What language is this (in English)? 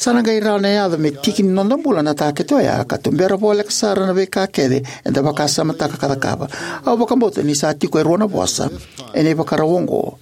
Fijian